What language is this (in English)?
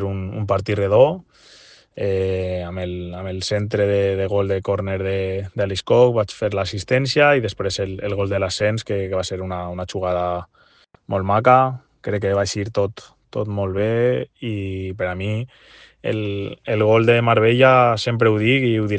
Catalan